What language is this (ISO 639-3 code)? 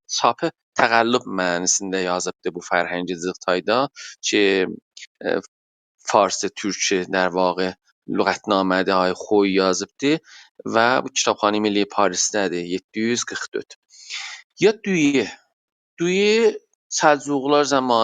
azb